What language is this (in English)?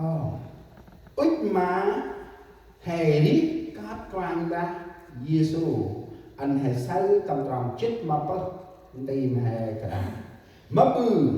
Central Mnong